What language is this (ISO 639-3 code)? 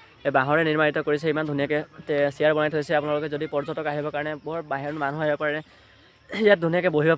asm